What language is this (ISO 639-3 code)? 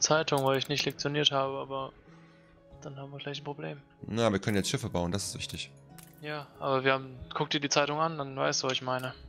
deu